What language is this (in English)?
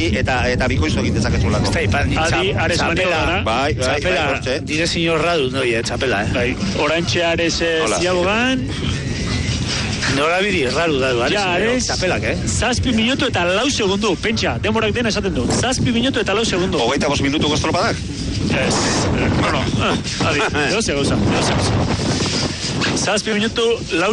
Basque